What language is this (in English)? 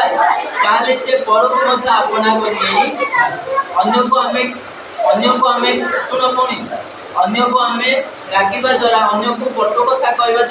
Odia